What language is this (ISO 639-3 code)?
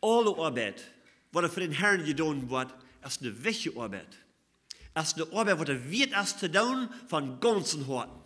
pdt